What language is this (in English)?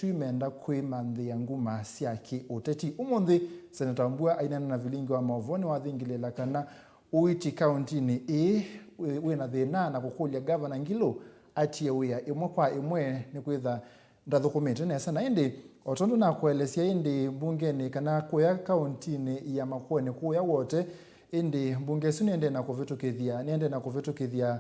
Kamba